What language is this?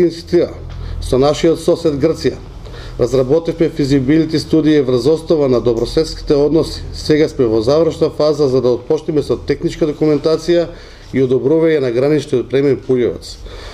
Macedonian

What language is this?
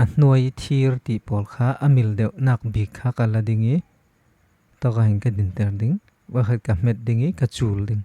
Falam Chin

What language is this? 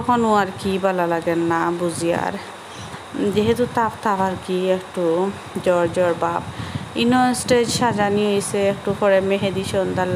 Sylheti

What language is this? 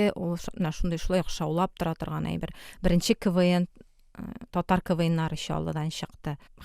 Tatar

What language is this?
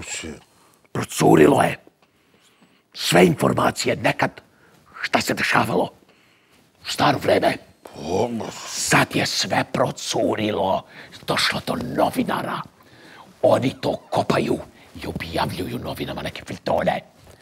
Serbian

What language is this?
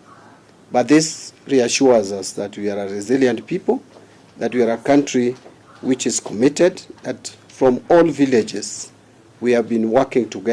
Gusii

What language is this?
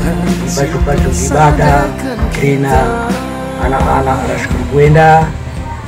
Batak Karo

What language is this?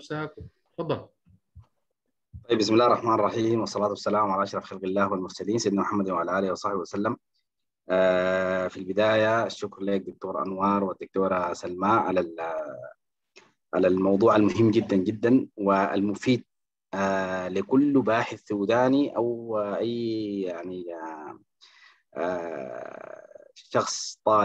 Sudanese Arabic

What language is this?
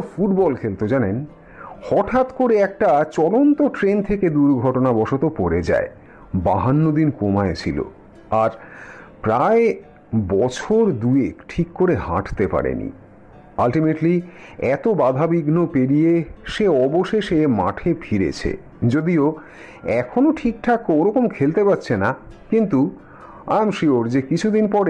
Bangla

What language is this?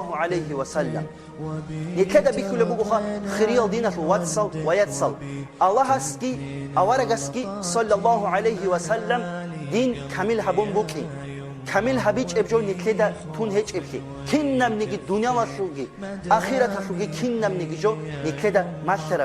Avaric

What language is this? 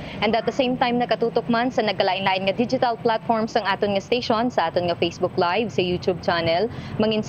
Hiligaynon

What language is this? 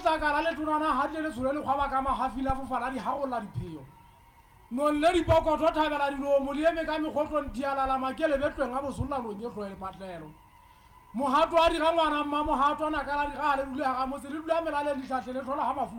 Southern Sotho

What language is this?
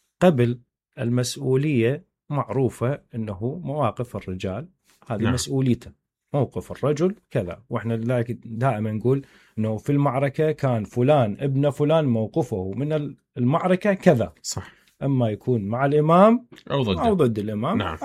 Mesopotamian Arabic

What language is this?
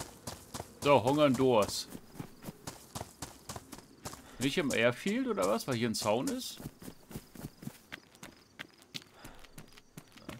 German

